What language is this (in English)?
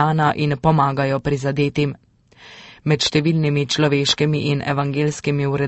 Slovenian